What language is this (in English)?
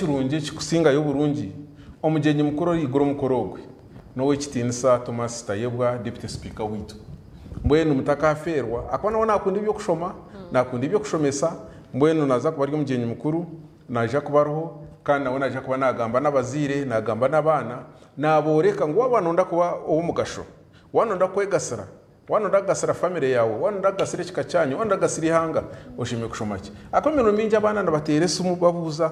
Nyankole